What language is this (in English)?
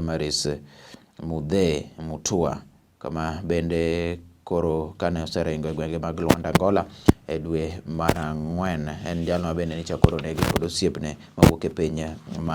Luo (Kenya and Tanzania)